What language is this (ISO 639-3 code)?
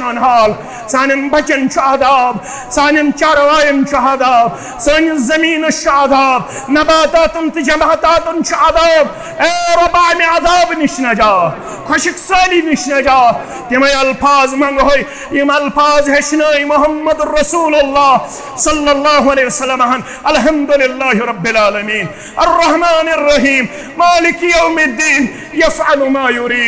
kas